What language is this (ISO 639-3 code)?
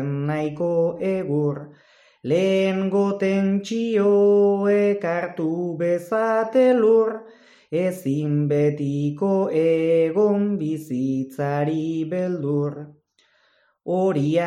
eus